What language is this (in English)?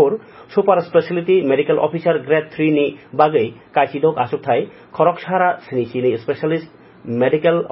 Kok Borok